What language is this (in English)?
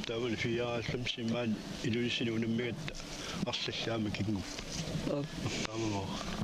Kalaallisut